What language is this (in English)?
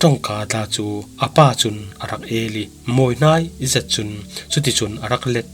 Falam Chin